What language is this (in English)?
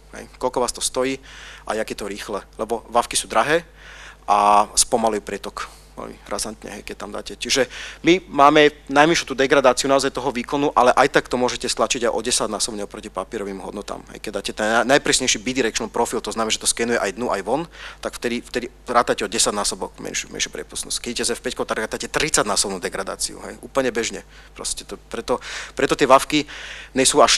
Slovak